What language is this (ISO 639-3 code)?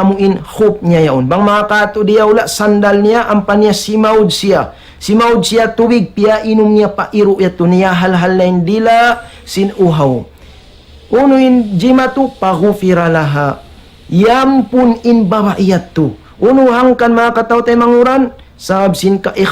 tsg